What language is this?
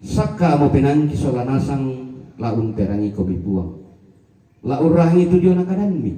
Toraja-Sa'dan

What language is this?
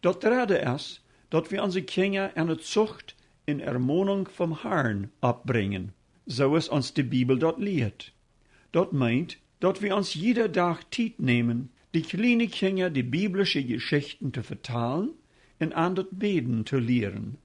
Plautdietsch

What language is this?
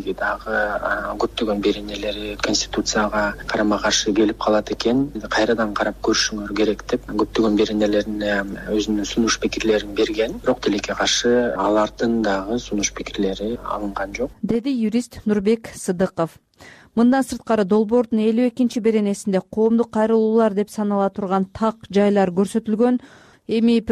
Kyrgyz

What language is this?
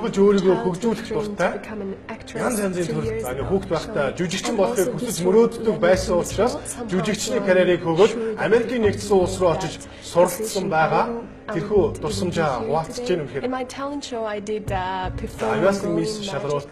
Mongolian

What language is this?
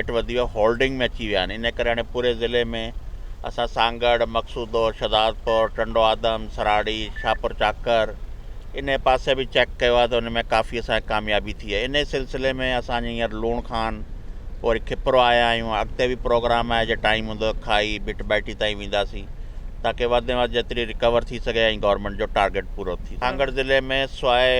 Sindhi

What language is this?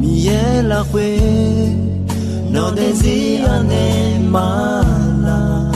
Akha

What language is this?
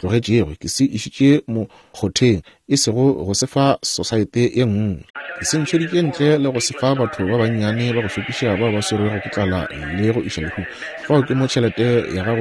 Northern Sotho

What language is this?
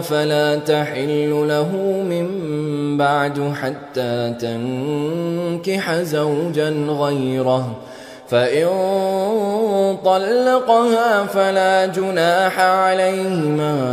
Arabic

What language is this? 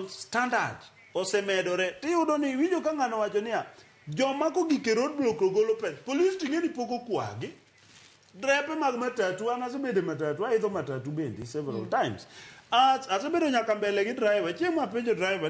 Luo (Kenya and Tanzania)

